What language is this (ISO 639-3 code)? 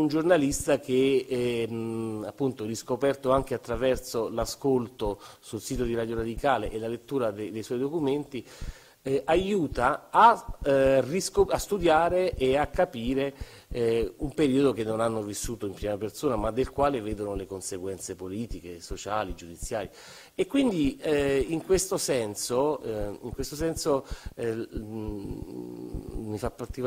ita